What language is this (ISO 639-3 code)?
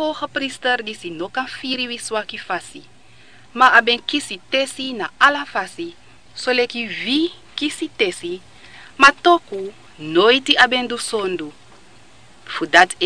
srn